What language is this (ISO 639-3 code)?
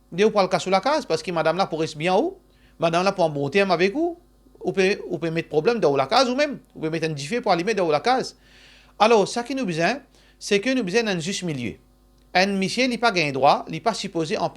mfe